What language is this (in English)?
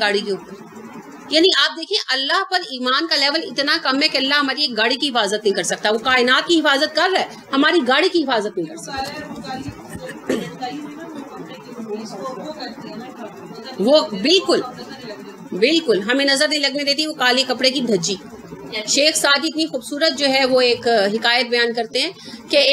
Urdu